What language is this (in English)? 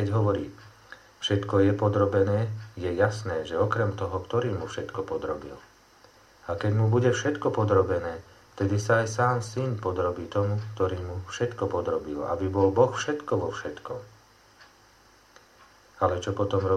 Slovak